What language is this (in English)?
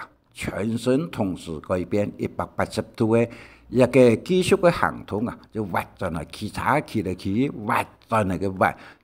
Hakka Chinese